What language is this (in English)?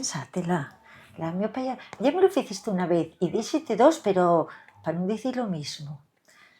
Asturian